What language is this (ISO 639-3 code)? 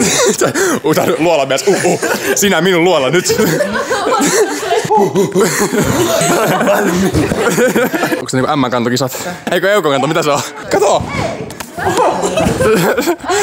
fin